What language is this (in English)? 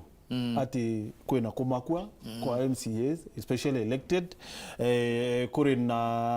Meru